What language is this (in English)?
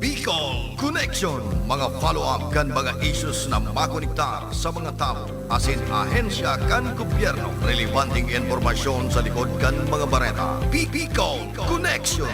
Bikol